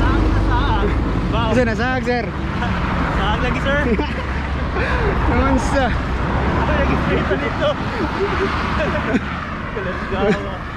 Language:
Cebuano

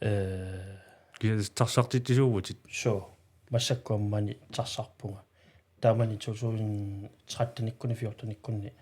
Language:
Kalaallisut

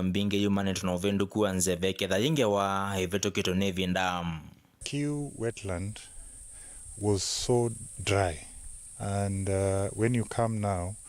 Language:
Kamba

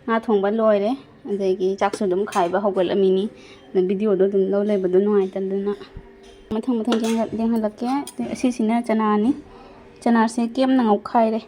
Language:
Manipuri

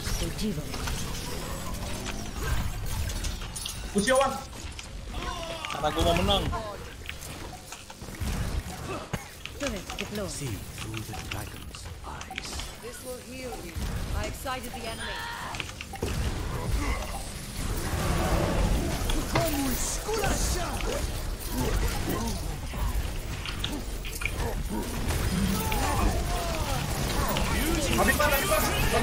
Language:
Indonesian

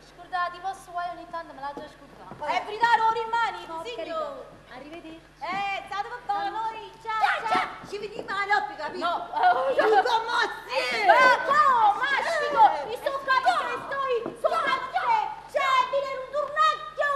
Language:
Neapolitan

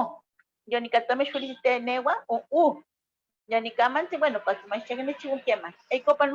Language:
Eastern Huasteca Nahuatl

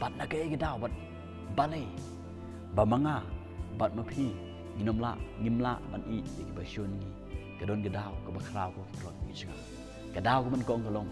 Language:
Khasi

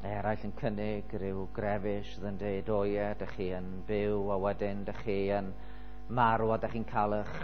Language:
Welsh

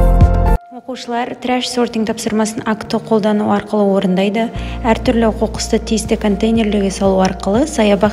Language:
Kazakh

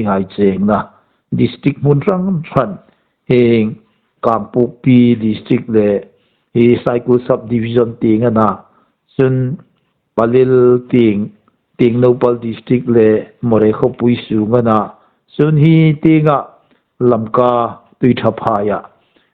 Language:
Hmar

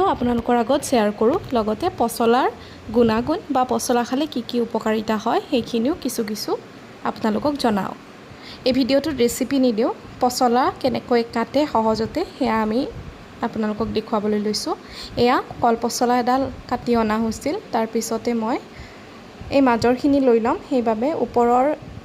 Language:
Assamese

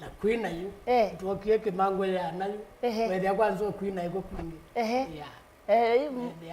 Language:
Kamba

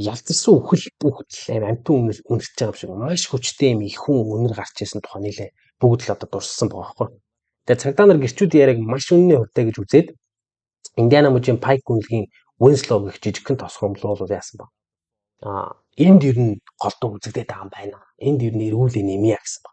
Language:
Mongolian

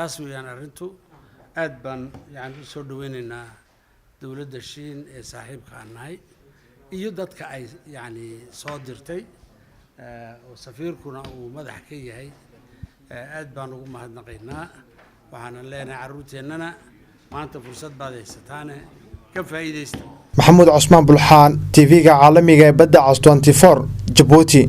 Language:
Somali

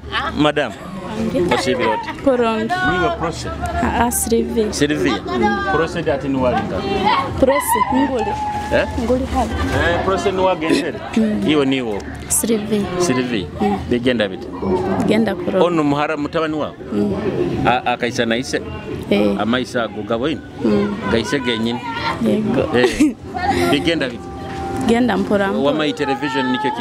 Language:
Nyoro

